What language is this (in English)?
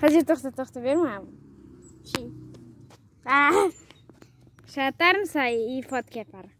Crimean Tatar